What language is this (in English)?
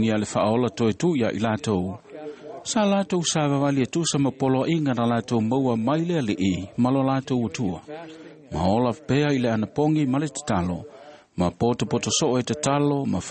Samoan